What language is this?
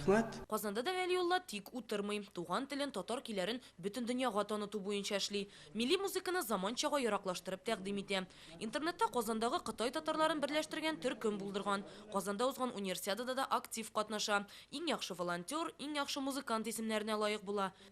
Tatar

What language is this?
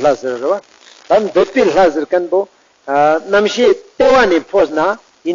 Ladakhi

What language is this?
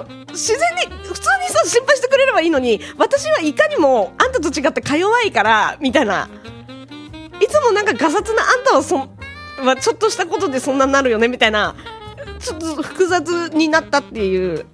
Japanese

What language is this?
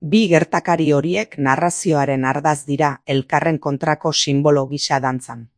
Basque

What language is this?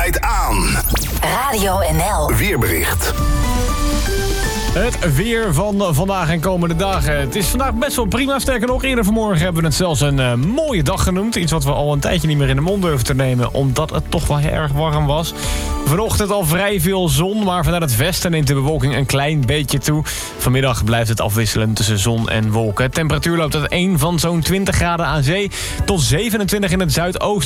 Dutch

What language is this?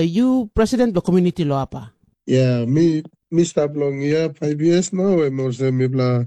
Tok Pisin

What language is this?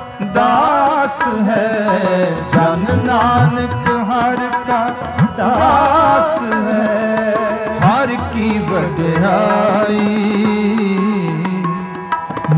Punjabi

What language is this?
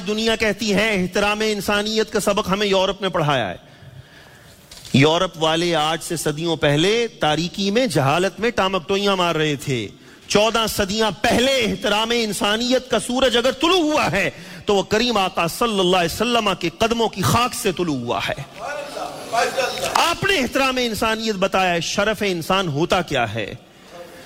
Urdu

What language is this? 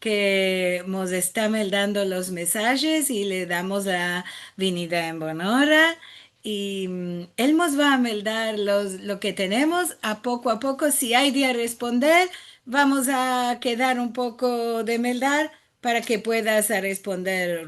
Ladino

